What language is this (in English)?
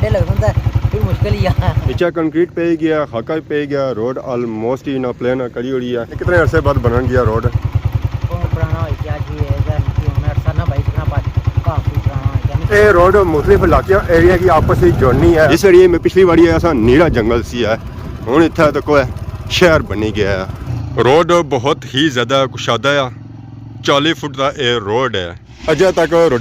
Pahari-Potwari